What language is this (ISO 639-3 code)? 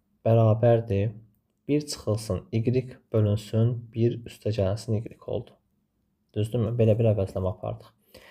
aze